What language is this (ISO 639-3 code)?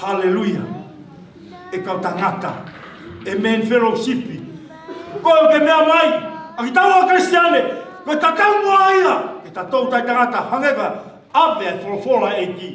ton